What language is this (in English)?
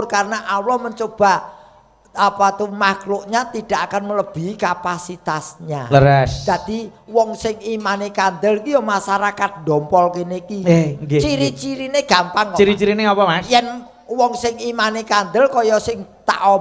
Javanese